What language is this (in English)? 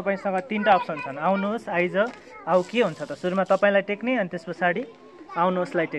Nepali